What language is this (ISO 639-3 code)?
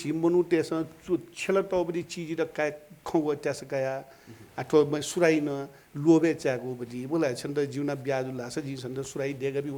new